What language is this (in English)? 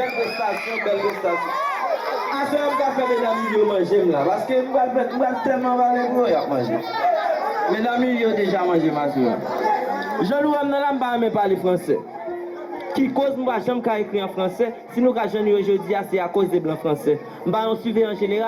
Haitian Creole